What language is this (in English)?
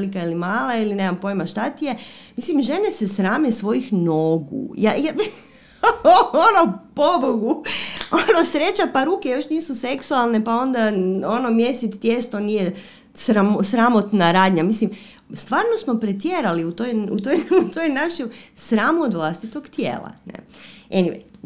Croatian